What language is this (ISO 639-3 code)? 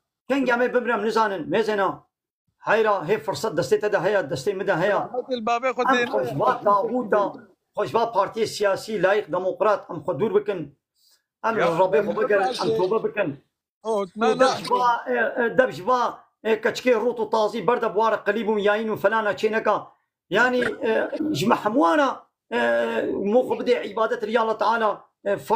kur